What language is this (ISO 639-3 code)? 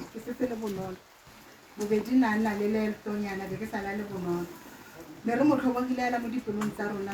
tsn